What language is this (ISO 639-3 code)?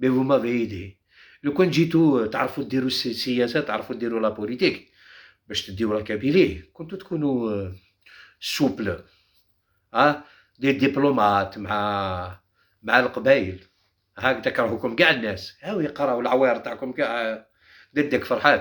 arq